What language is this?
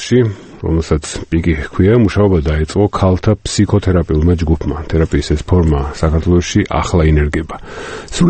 Georgian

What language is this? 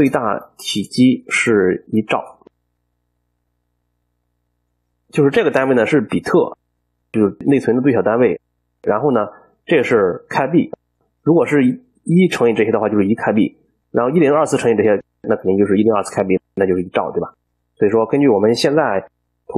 Chinese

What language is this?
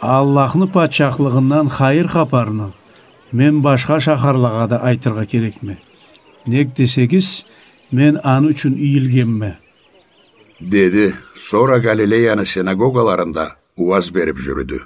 Karachay-Balkar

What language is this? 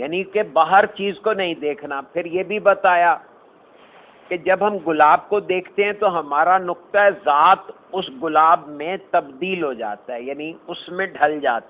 Urdu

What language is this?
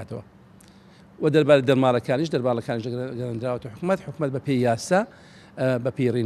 Central Kurdish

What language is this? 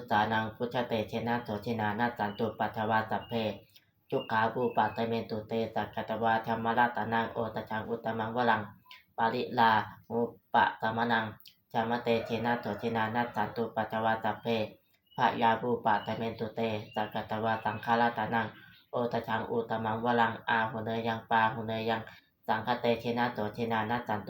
Pali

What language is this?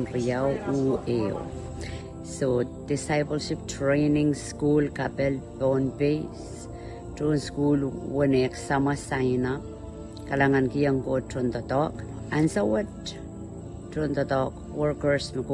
Pohnpeian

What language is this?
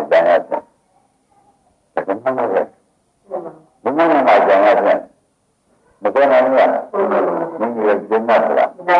Burmese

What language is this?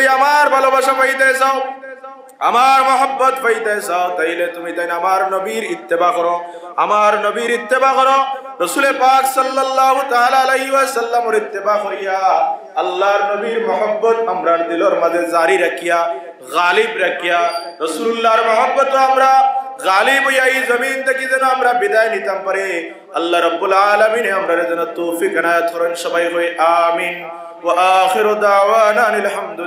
Sylheti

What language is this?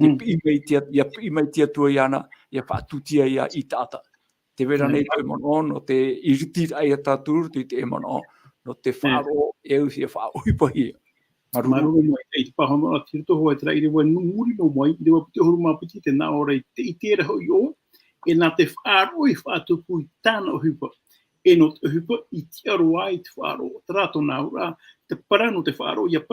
Tahitian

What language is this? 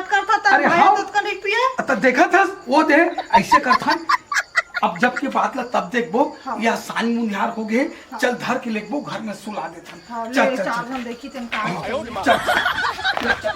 Chhattisgarhi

